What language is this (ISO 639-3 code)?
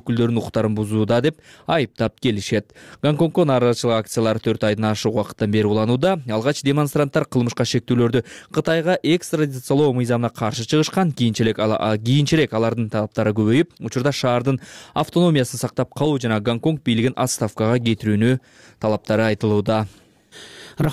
kir